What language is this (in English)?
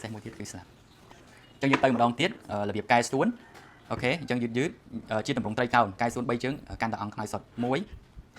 Khmer